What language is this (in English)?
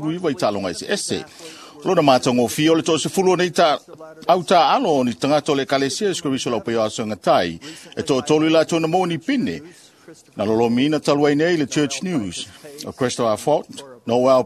Samoan